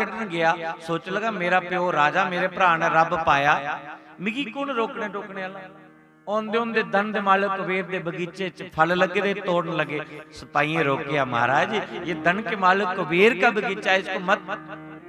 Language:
Dogri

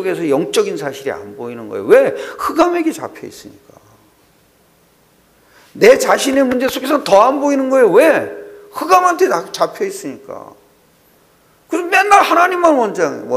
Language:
Korean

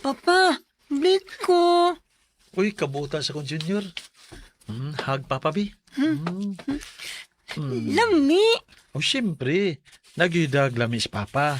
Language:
Cebuano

